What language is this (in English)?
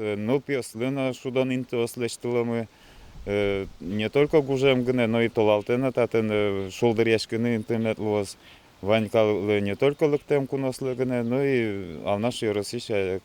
Udmurt